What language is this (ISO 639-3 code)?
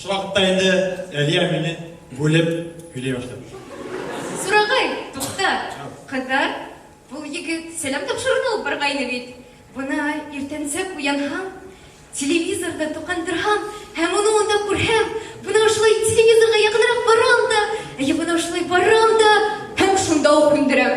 bak